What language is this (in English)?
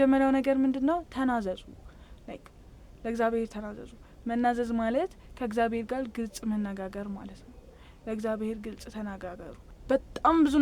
Amharic